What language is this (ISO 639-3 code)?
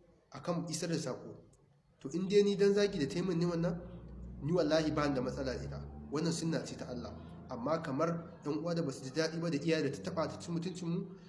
hau